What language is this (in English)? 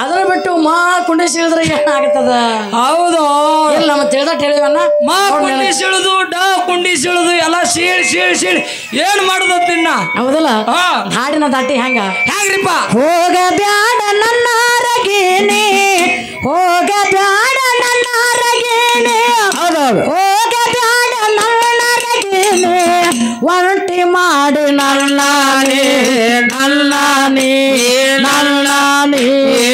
Kannada